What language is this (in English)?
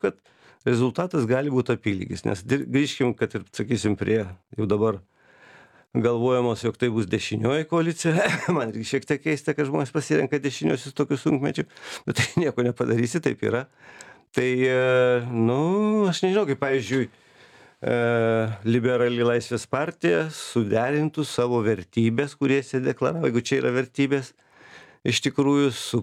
Lithuanian